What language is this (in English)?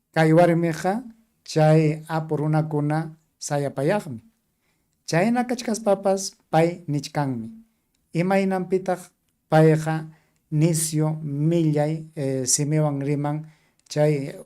Ayacucho Quechua